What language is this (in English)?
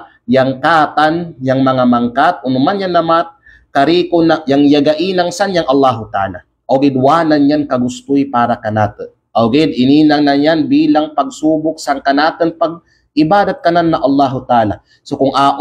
Kalagan